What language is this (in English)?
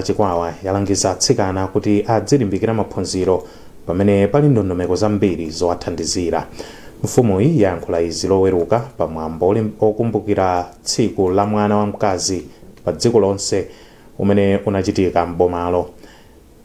Nyanja